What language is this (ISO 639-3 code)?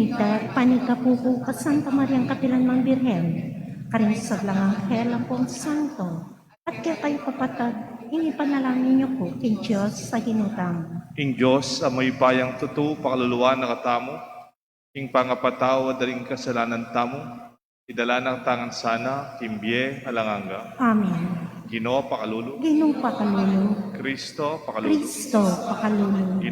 pam